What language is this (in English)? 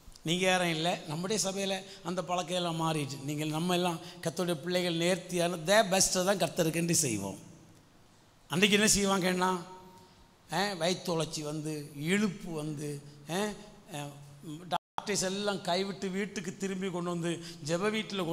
Tamil